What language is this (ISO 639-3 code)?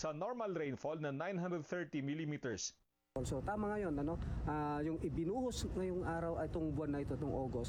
fil